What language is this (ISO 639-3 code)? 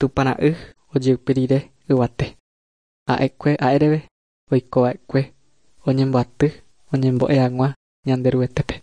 grn